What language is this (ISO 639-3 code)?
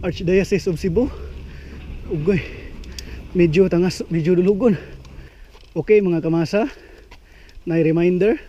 ceb